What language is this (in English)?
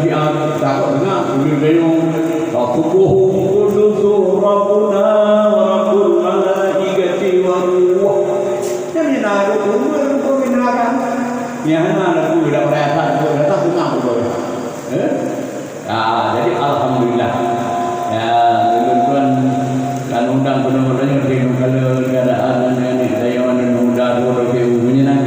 Achinese